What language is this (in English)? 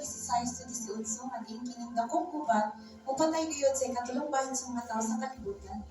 Cebuano